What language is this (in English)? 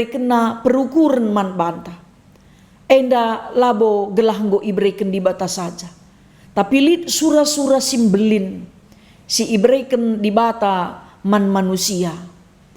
Batak Karo